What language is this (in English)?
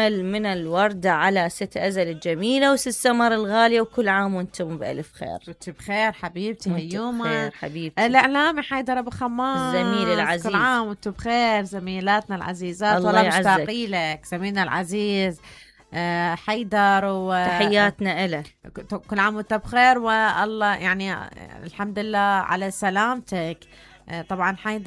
Mesopotamian Arabic